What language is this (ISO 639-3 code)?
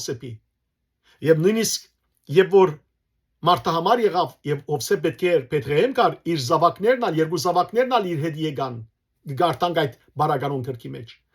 hyw